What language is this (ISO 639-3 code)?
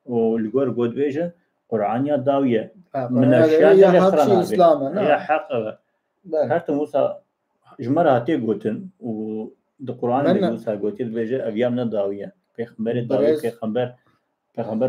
kur